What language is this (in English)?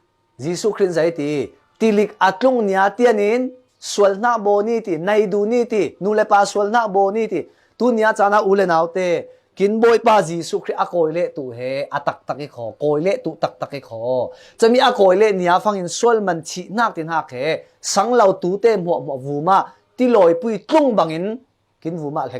Falam Chin